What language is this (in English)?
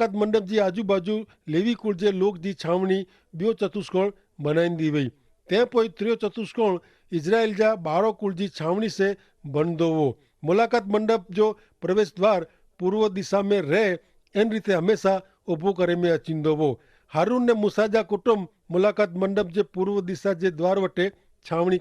Kachhi